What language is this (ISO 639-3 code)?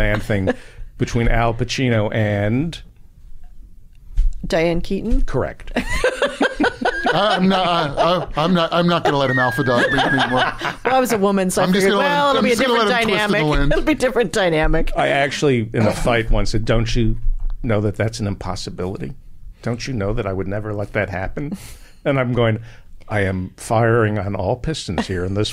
eng